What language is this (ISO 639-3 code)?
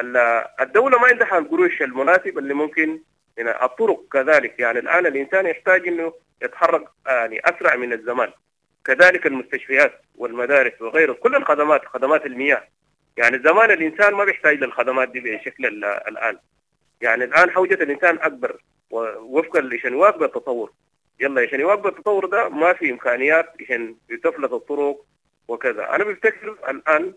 apd